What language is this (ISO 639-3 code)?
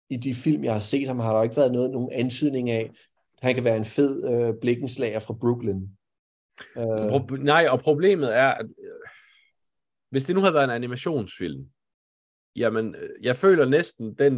dan